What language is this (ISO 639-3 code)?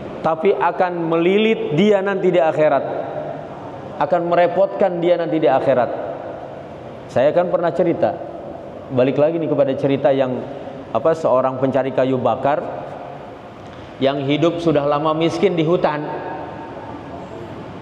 ind